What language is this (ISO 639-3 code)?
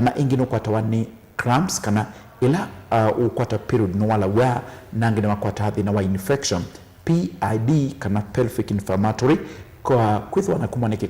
kam